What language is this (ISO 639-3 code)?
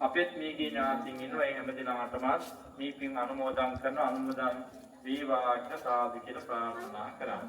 sin